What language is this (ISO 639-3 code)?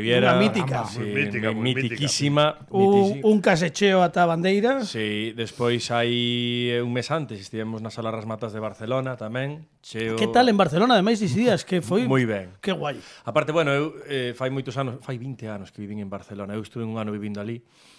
glg